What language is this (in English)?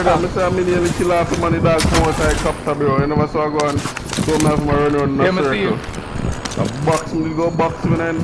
Jamaican Creole English